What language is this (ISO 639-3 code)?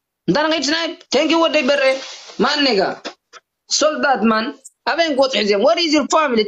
tir